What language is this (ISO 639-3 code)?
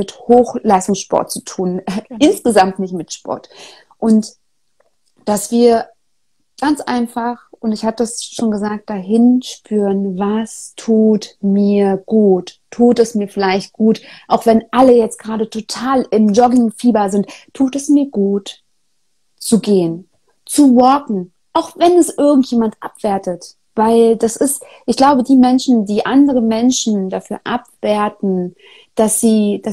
deu